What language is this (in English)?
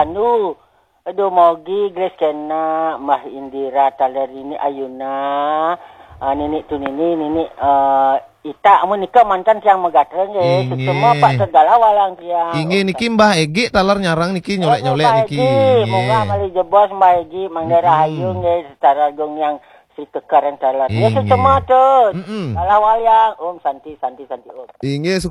Balinese